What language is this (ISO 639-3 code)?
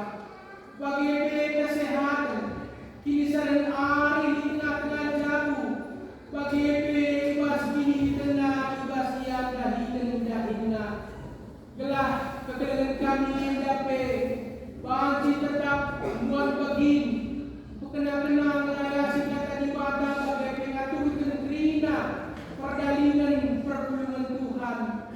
btx